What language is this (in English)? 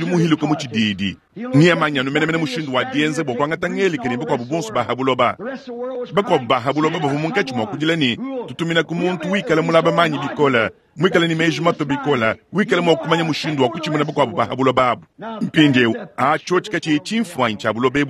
Luba-Lulua